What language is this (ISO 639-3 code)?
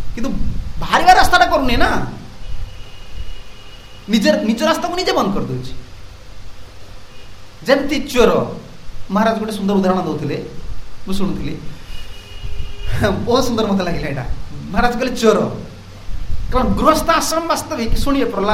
ori